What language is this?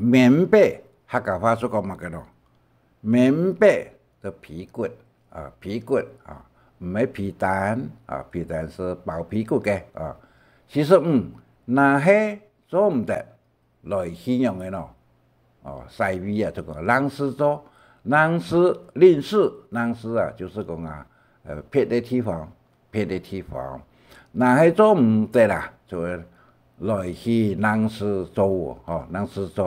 Hakka Chinese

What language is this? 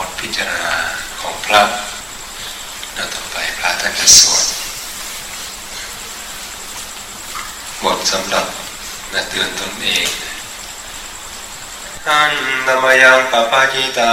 Thai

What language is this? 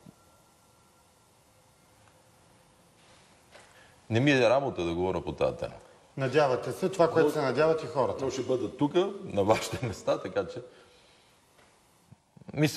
Bulgarian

